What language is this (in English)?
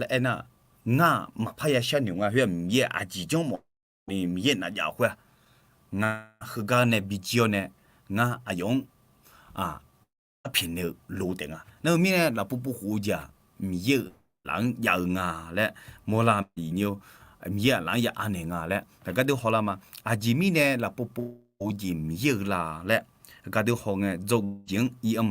Akha